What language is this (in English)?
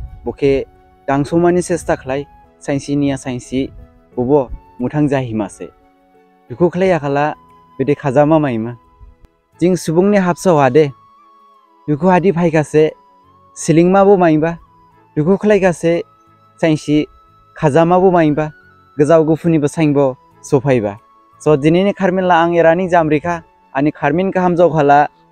Dimasa